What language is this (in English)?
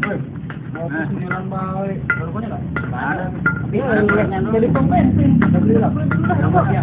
Betawi